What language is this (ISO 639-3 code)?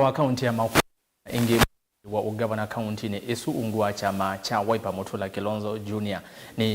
kam